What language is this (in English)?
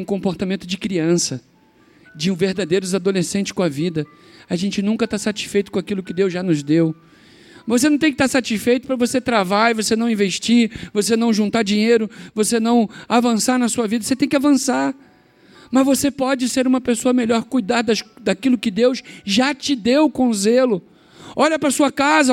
Portuguese